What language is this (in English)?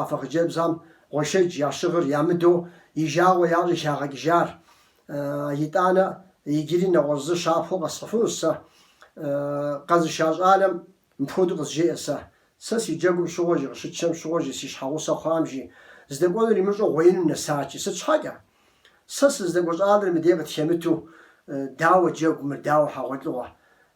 Kabardian